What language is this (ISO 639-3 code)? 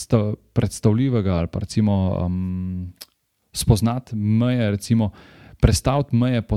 slv